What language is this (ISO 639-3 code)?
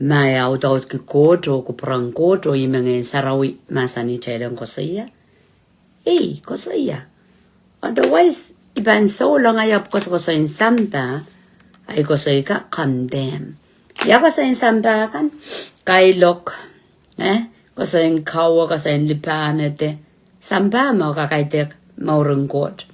pon